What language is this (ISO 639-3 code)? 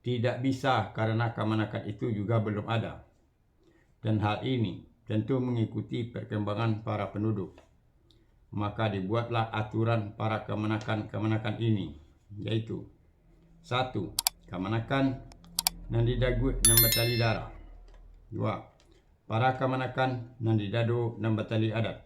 min